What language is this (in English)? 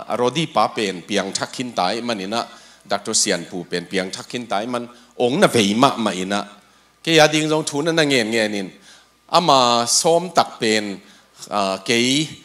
Tedim Chin